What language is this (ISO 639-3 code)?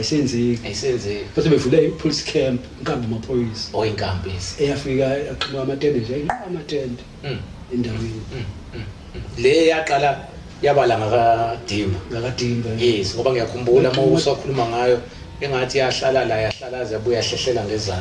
zul